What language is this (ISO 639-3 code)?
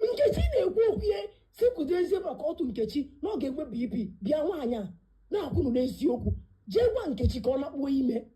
ibo